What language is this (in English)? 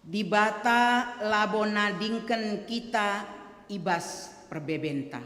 Batak Karo